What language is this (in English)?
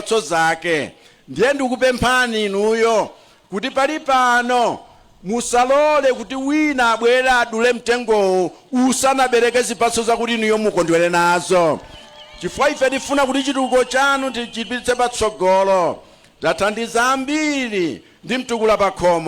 Nyanja